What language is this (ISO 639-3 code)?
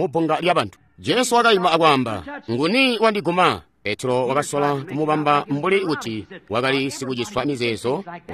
toi